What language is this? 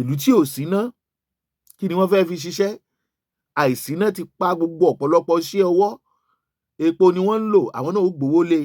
Yoruba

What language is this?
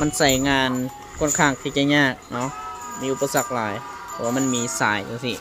Lao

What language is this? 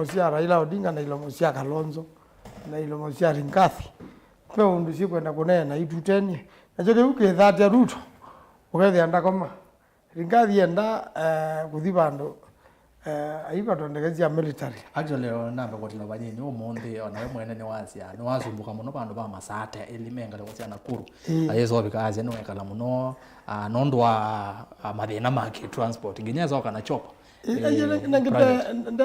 Kamba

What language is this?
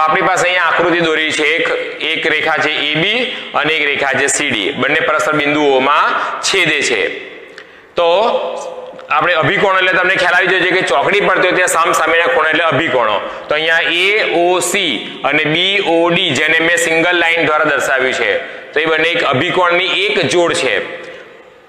Gujarati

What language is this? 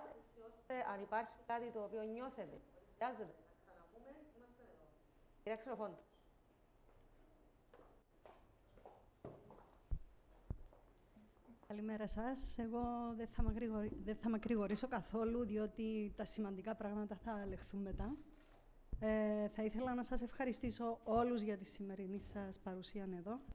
Greek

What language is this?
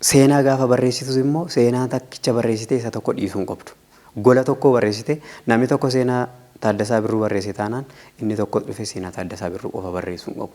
Oromo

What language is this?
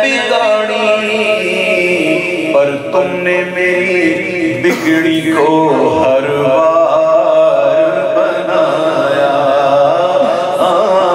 Urdu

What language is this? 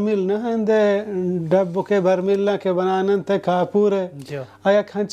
Baluchi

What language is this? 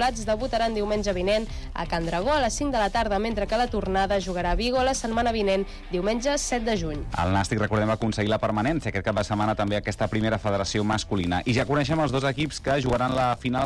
Catalan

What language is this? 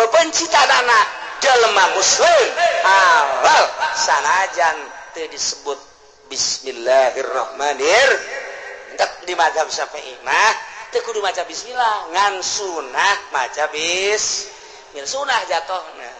Sundanese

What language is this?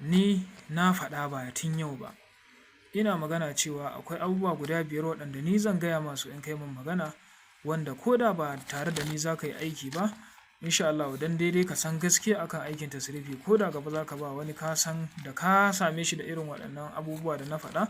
Hausa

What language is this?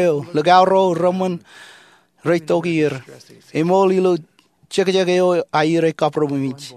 Marshallese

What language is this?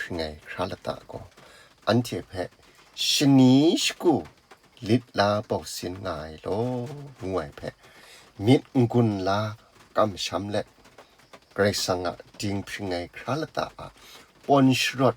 Kachin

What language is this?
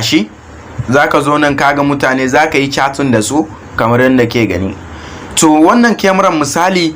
Hausa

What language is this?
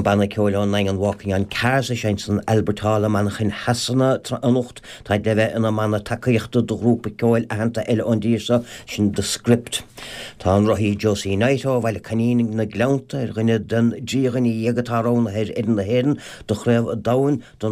Irish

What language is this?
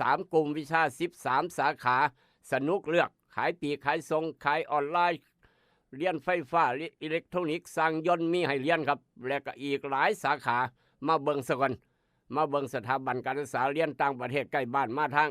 Northeastern Thai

